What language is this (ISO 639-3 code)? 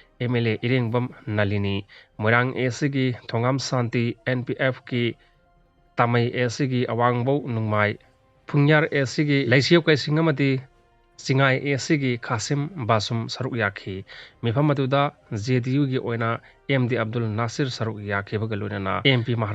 mni